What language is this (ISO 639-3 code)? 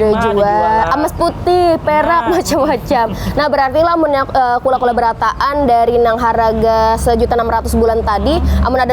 bjn